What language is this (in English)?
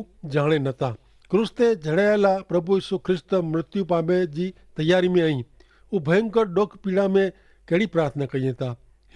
Kachhi